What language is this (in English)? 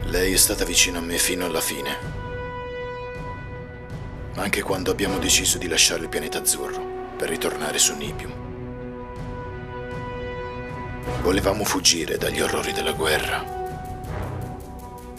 Italian